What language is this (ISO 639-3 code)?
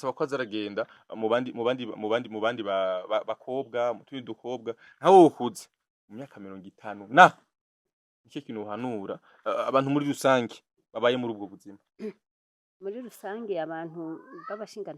run